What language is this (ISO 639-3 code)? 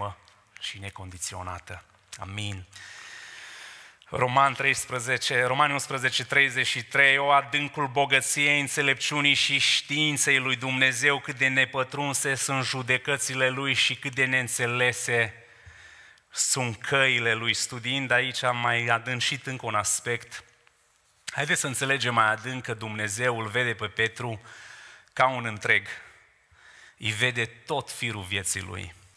ron